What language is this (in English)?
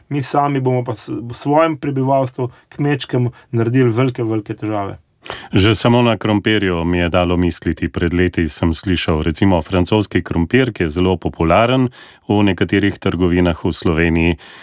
Slovenian